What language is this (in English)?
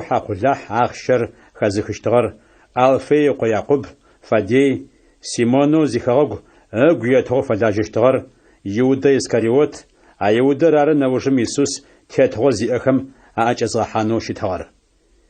Adyghe